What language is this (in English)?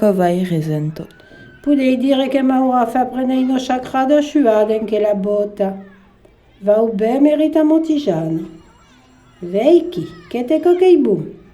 Occitan